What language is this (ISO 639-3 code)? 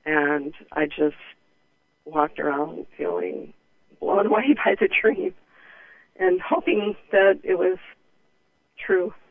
eng